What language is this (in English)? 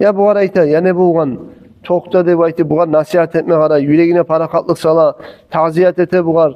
Kumyk